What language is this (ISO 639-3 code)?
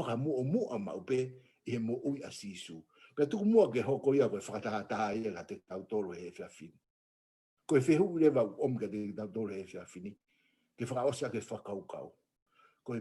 ton